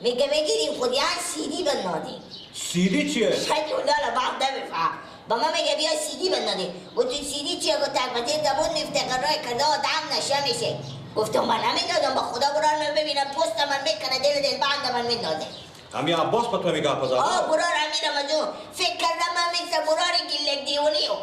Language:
Persian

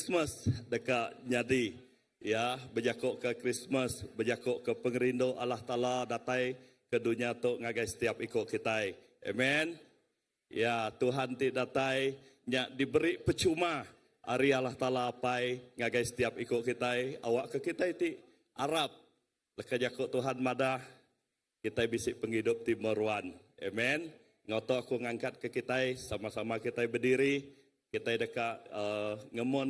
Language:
Iban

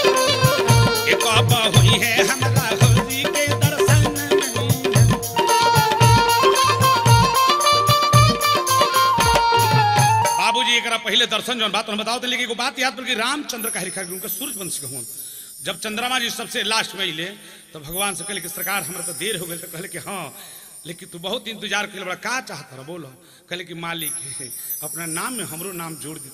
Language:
Bhojpuri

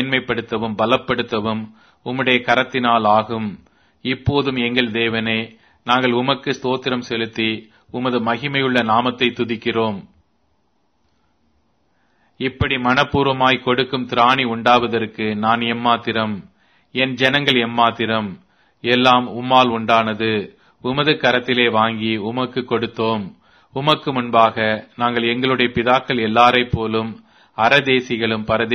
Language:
Tamil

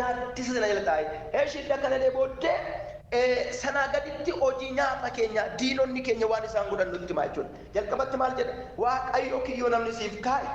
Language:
Oromo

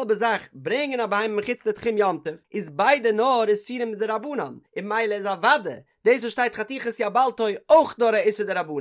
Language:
Yiddish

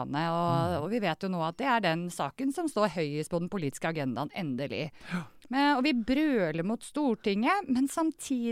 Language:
Norwegian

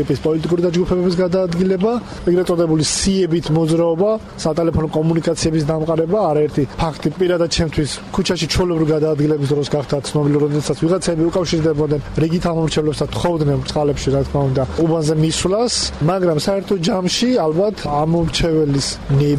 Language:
Georgian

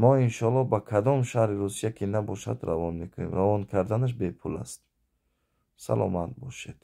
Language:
Tajik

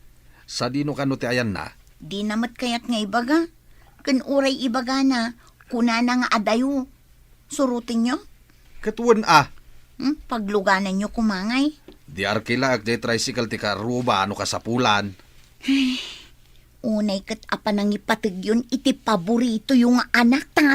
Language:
Iloko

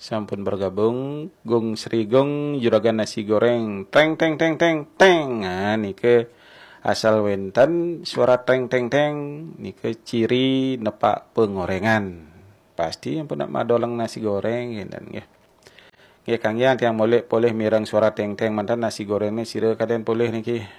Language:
Balinese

